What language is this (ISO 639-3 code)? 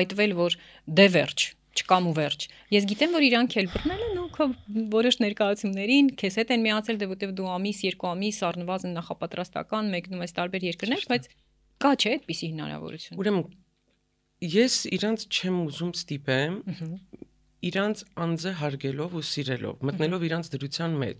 hye